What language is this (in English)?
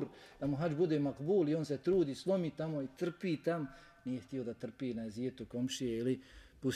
Bosnian